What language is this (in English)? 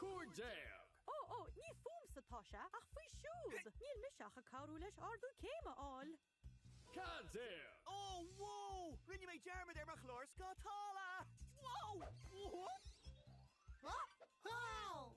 Irish